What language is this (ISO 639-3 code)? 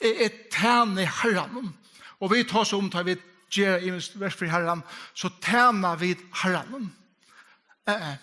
fao